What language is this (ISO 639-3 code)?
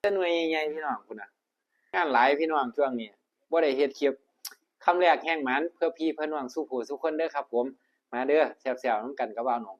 tts